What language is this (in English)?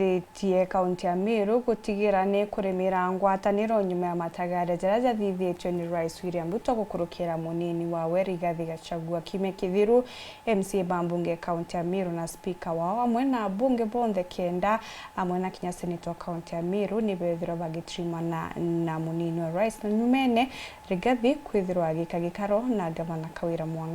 Meru